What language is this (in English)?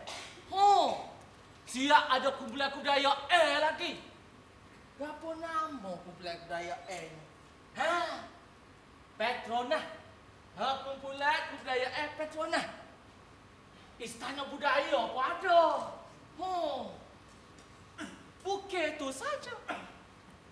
Malay